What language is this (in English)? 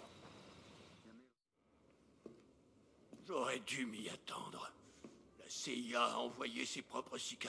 French